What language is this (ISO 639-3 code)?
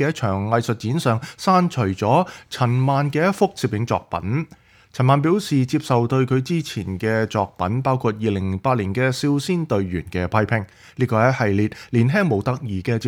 yue